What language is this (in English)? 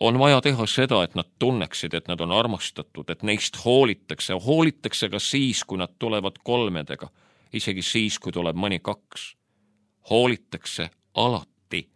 Estonian